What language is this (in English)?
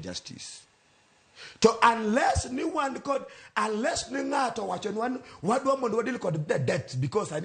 Luo (Kenya and Tanzania)